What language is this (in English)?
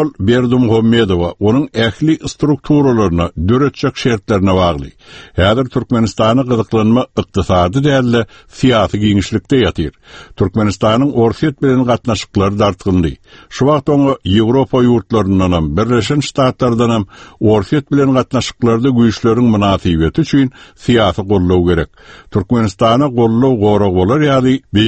Turkmen